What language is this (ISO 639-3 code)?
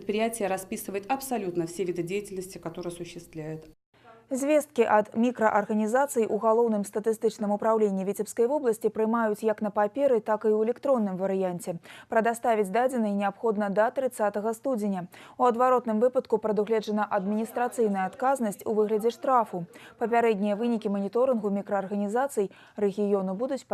bel